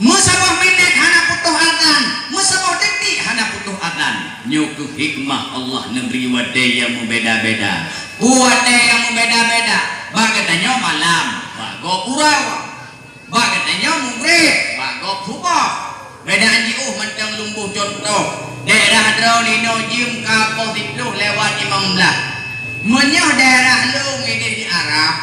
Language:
Achinese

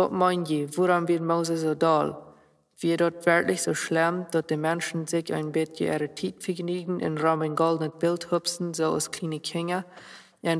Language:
Plautdietsch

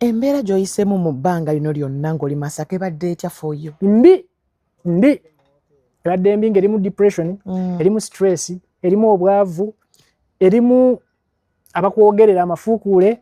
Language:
Ganda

